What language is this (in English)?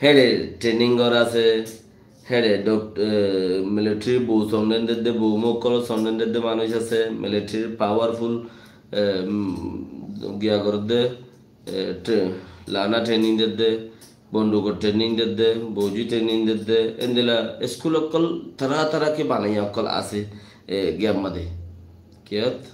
Rohingya